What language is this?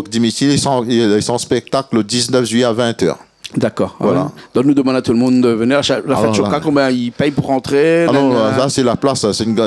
Réunion Creole French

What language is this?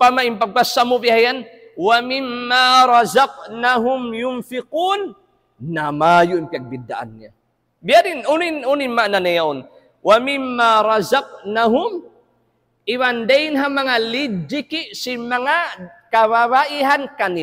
Tausug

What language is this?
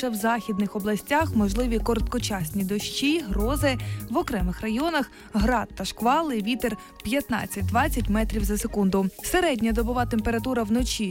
Ukrainian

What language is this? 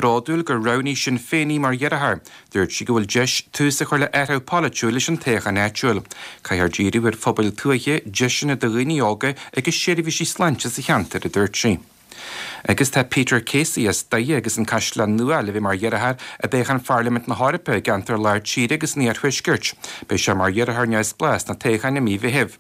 Irish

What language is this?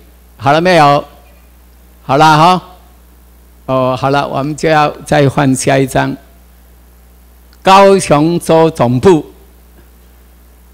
Chinese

